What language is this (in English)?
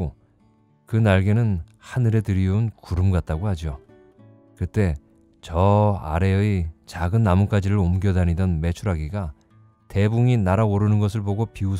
Korean